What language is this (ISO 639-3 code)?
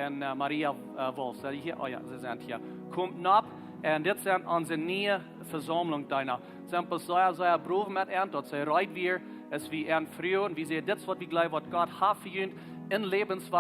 pdt